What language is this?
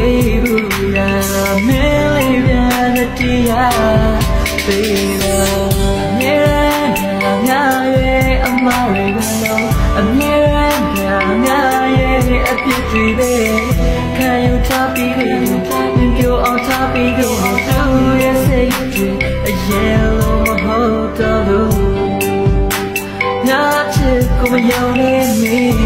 Burmese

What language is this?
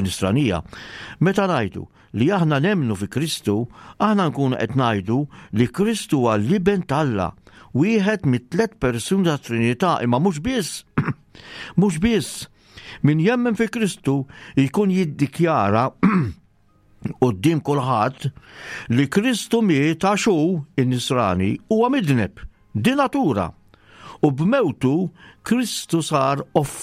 Maltese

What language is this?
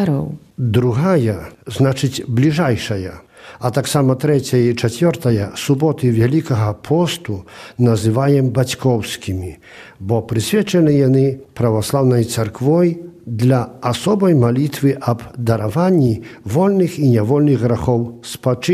Belarusian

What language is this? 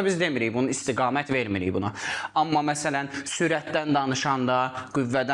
Azerbaijani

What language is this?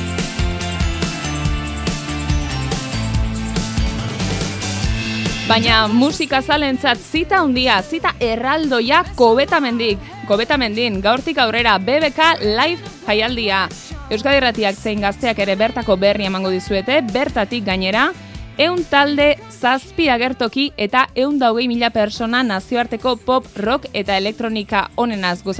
Basque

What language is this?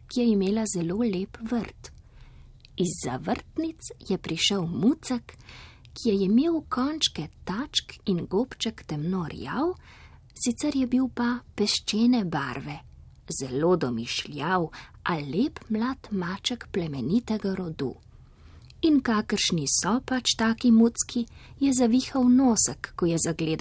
Slovenian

